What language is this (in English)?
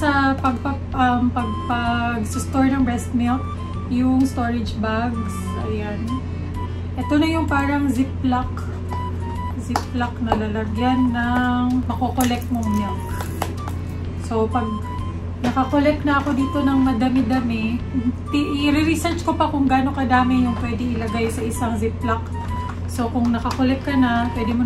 Filipino